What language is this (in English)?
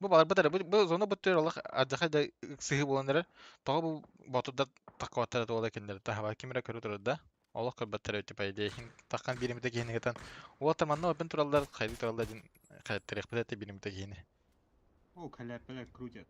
Yakut